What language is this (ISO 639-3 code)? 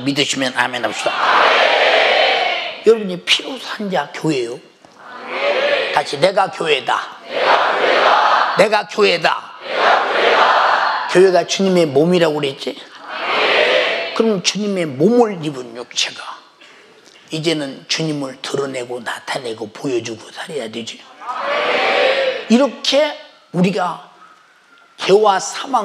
kor